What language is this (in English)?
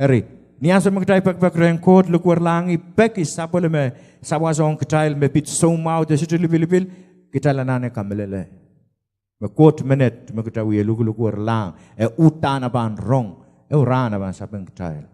Pohnpeian